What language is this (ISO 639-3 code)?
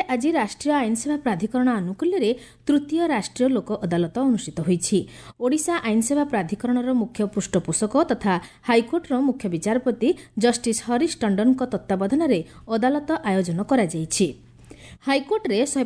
ori